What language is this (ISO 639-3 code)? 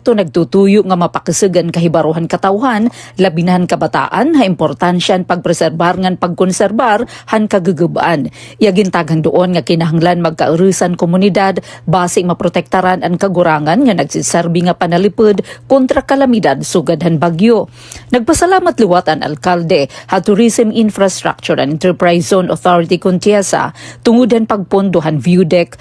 war